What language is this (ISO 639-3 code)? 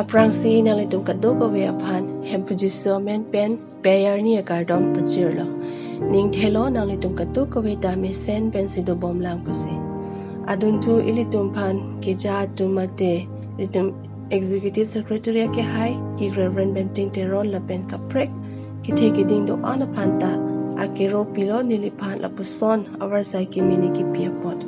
mjw